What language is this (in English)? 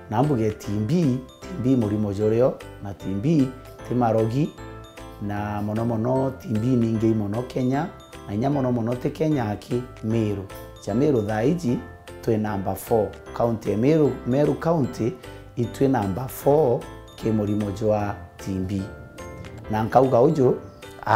Meru